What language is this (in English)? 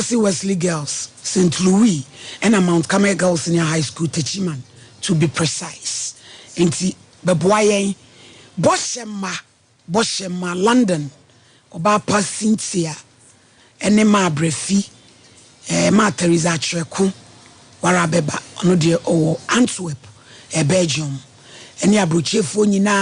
Akan